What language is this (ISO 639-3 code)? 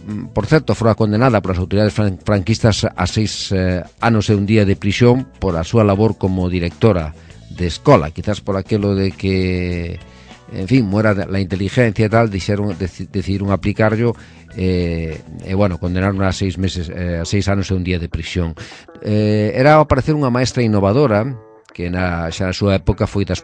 glg